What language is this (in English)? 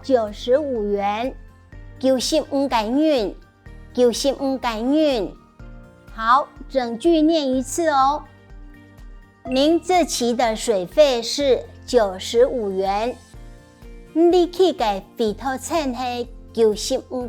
Hakka Chinese